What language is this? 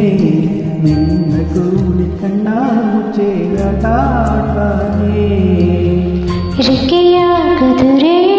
Kannada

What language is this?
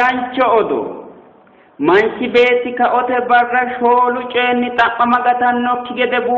Sidamo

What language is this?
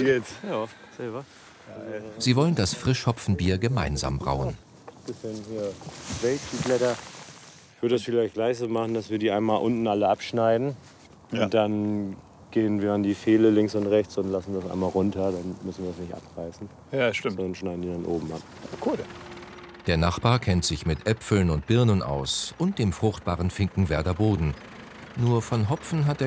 German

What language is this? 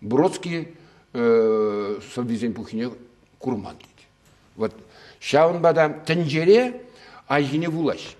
Chuvash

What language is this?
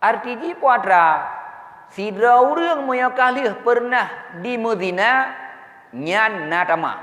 Achinese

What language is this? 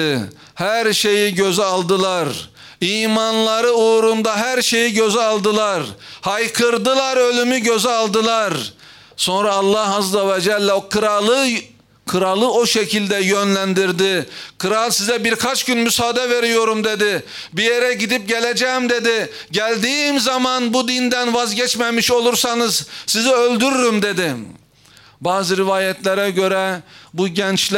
Turkish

